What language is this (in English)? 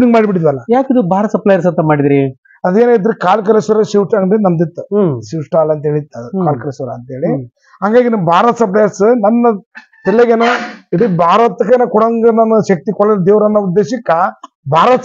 Kannada